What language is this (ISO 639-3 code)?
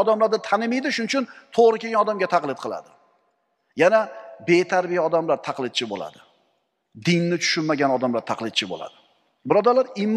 uzb